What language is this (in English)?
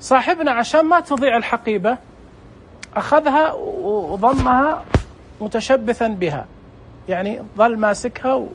Najdi Arabic